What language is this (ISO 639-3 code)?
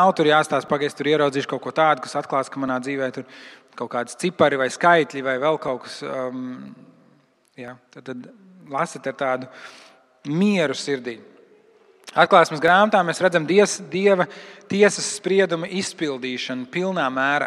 lav